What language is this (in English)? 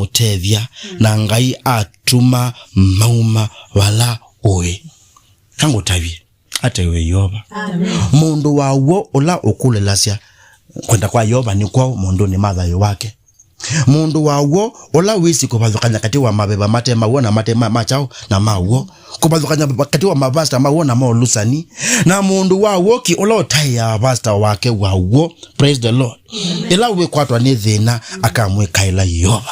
Kamba